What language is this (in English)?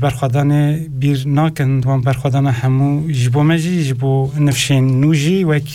Kurdish